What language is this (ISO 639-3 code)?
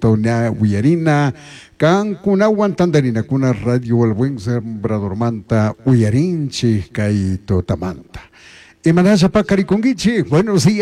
qug